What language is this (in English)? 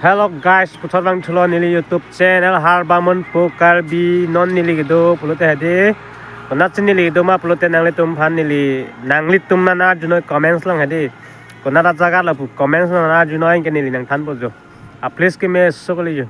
Karbi